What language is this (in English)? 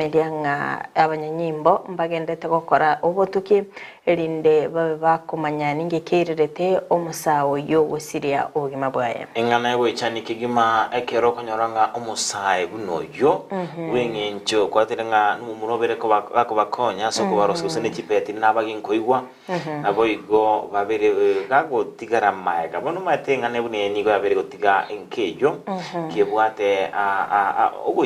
Gusii